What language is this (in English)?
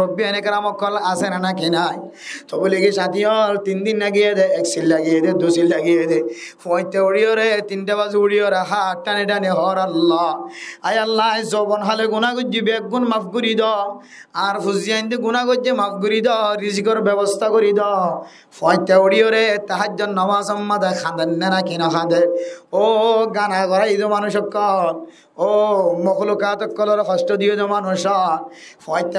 Rohingya